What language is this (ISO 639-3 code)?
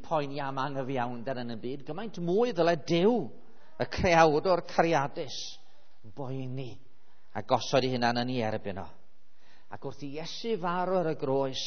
cym